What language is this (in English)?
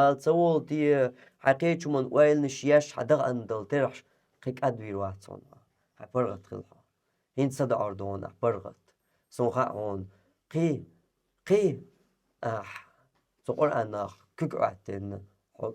Chechen